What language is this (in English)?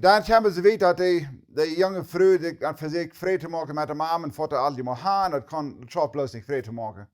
Plautdietsch